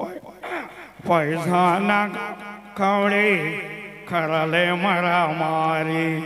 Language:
Sadri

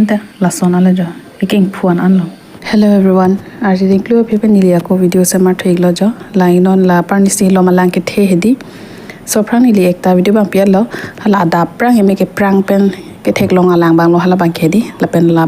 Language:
Karbi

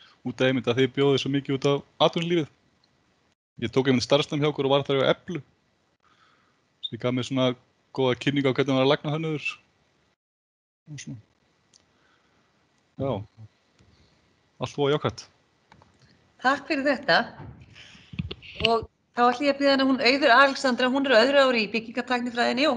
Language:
Icelandic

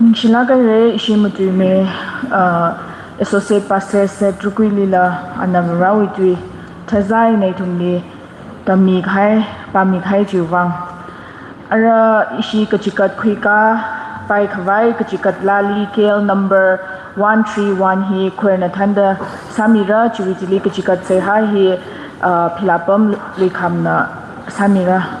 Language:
Tangkhul Naga (India)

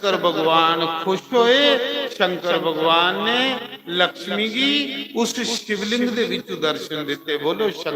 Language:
Dogri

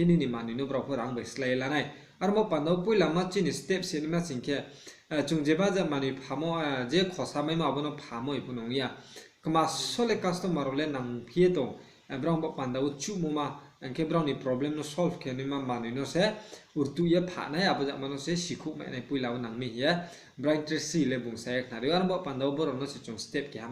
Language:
Riang (India)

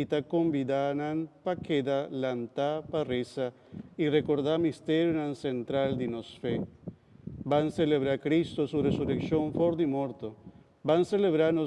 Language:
Papiamento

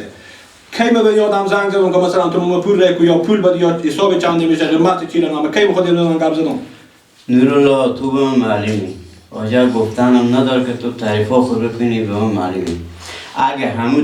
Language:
Persian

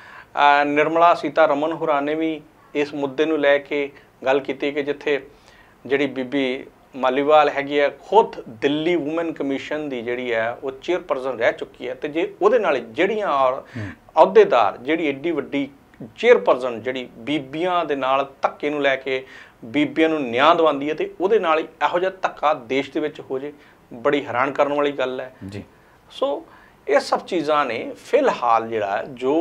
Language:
Punjabi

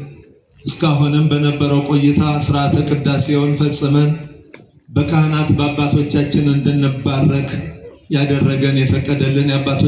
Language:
Amharic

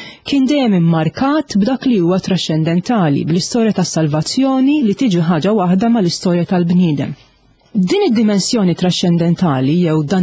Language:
Maltese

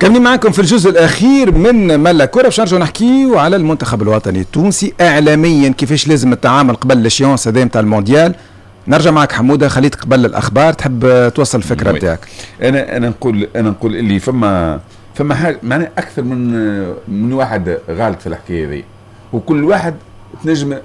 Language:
Tunisian Arabic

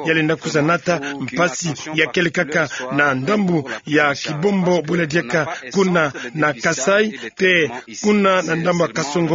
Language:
Kituba (Democratic Republic of Congo)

